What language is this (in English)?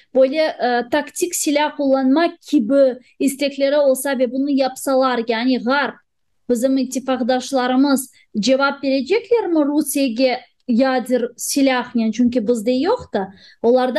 Crimean Tatar